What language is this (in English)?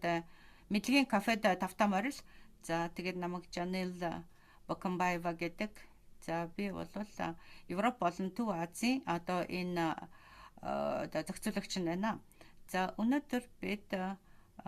Mongolian